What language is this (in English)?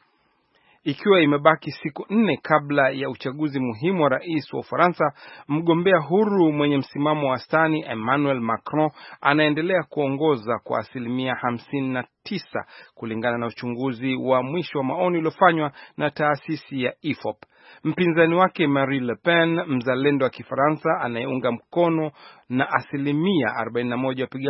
Swahili